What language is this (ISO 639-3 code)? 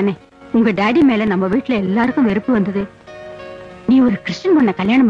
tam